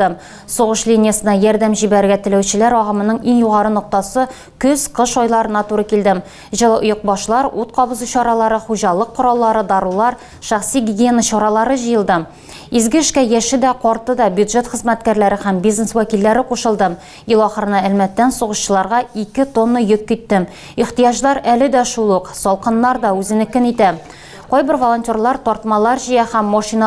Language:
Tatar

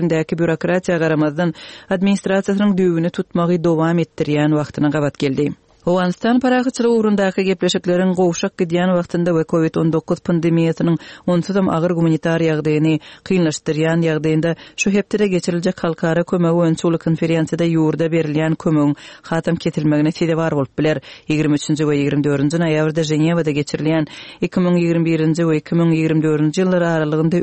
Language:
Turkmen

